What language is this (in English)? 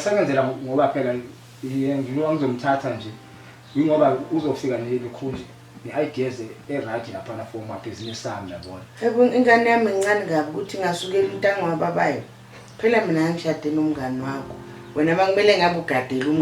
Zulu